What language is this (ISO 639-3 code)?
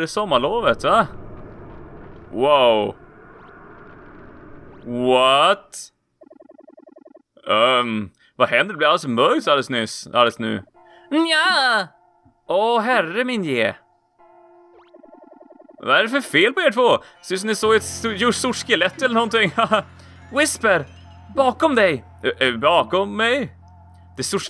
swe